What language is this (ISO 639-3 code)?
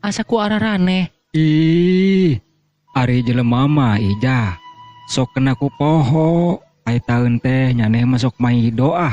sun